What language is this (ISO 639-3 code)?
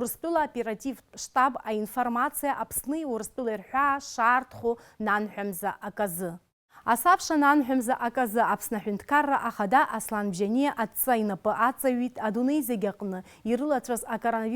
abk